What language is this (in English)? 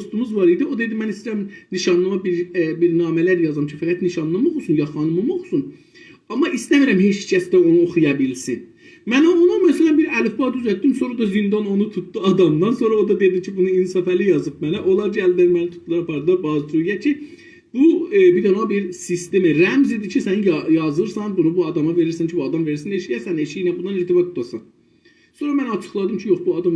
South Azerbaijani